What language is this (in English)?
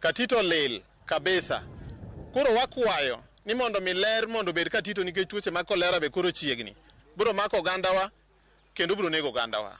Luo (Kenya and Tanzania)